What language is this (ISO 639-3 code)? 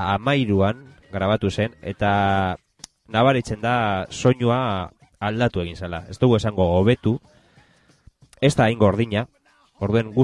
eus